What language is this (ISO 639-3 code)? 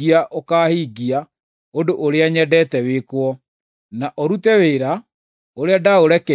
kik